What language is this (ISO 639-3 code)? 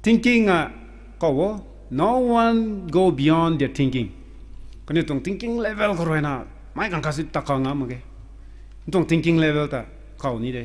nbu